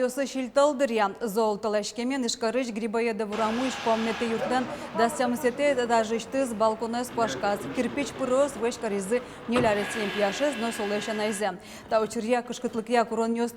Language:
Udmurt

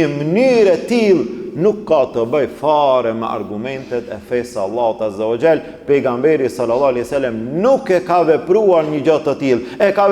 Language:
Albanian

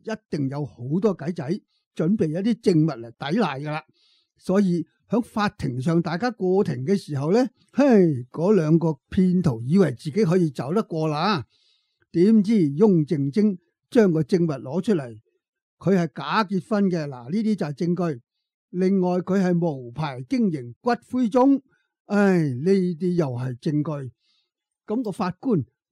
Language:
Cantonese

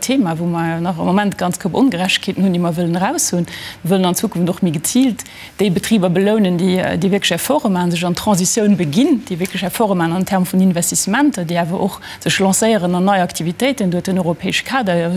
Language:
Luxembourgish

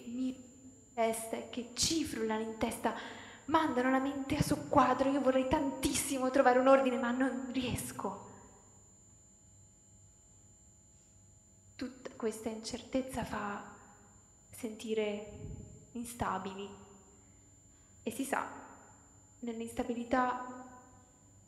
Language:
Italian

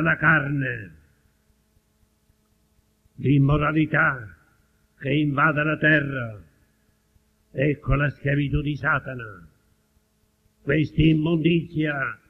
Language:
Italian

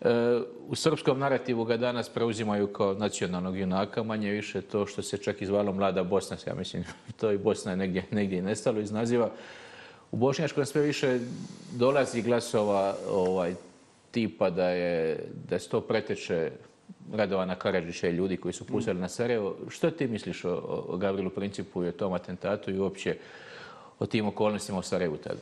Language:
Bosnian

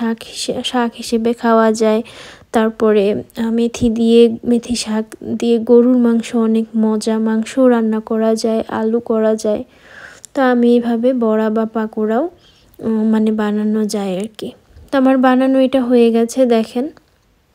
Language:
Bangla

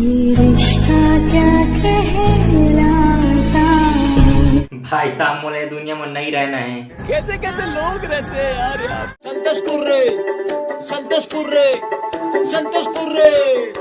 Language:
Chhattisgarhi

